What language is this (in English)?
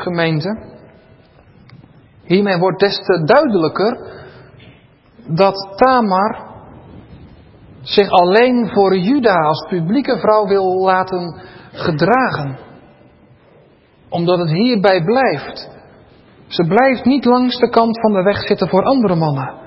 Dutch